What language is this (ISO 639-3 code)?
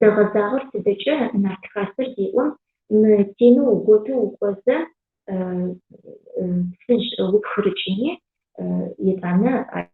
ady